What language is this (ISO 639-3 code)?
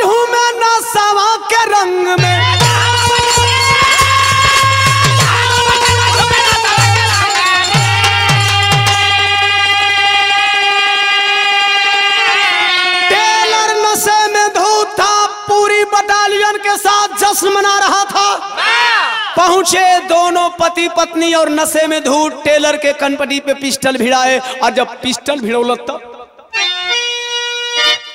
bho